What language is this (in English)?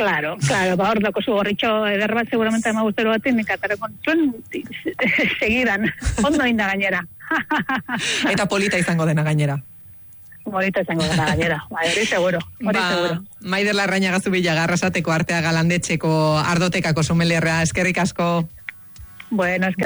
Basque